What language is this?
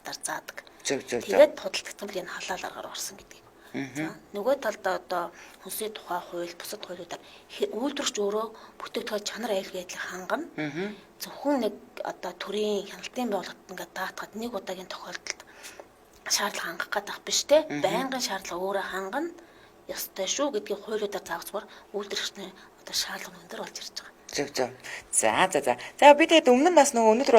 Mongolian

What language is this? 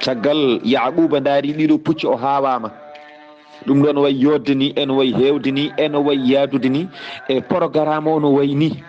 Fula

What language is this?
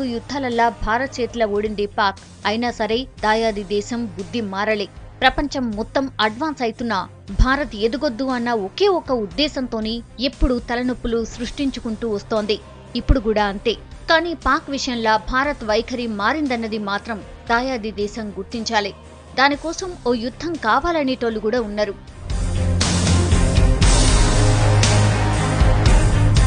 Telugu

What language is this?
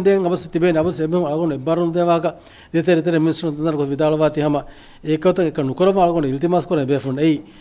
Divehi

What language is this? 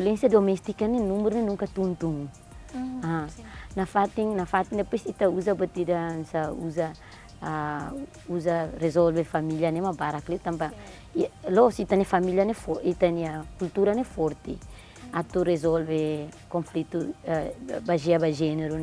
Tetum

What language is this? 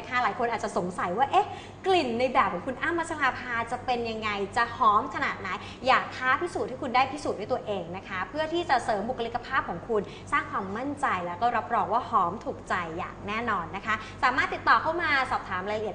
Thai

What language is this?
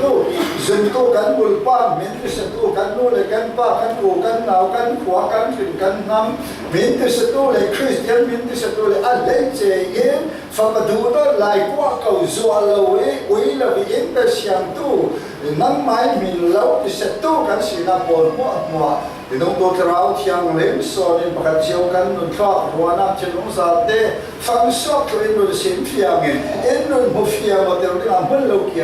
Falam Chin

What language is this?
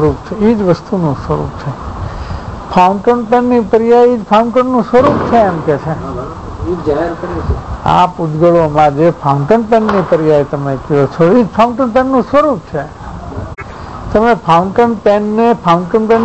Gujarati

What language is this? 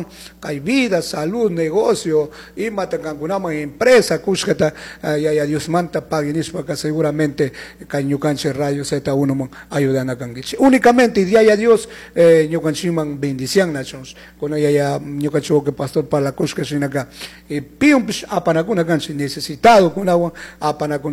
Chimborazo Highland Quichua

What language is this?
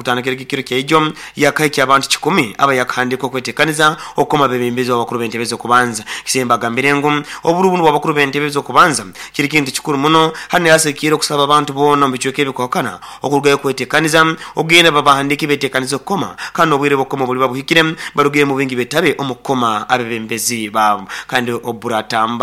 Nyoro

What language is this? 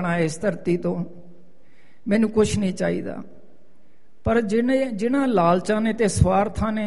Punjabi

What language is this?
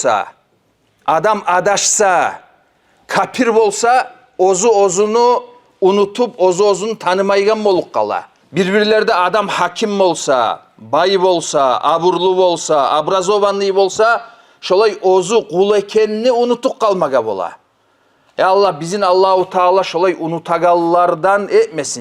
Kumyk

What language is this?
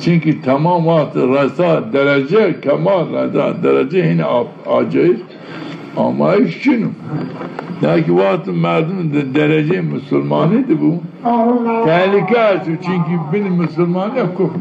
Zaza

